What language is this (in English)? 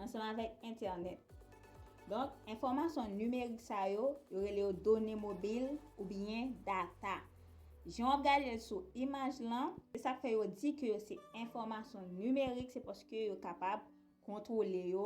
Haitian Creole